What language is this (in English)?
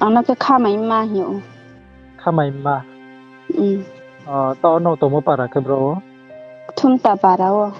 Riang (India)